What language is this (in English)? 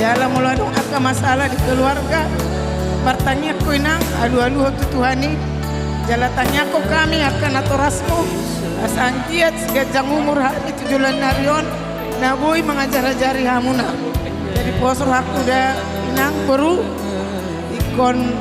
Batak Toba